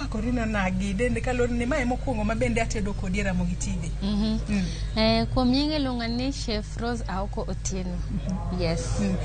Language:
Luo (Kenya and Tanzania)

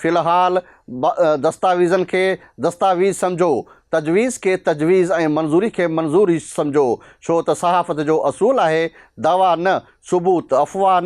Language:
Sindhi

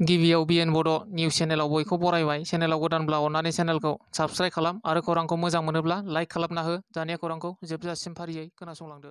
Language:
Bodo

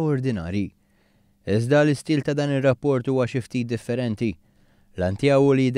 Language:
Maltese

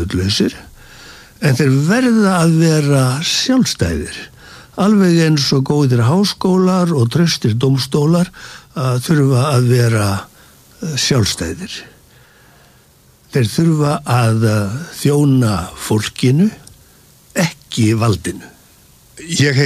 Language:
Icelandic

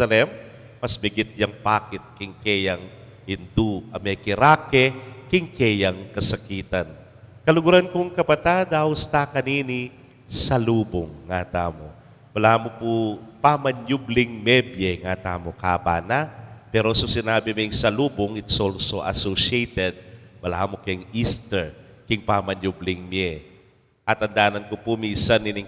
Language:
Pampanga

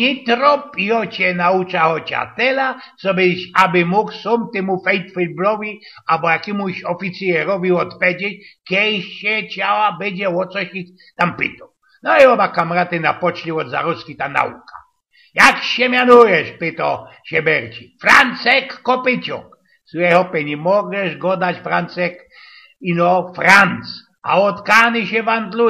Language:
Silesian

